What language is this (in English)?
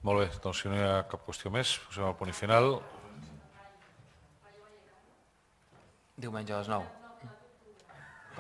Catalan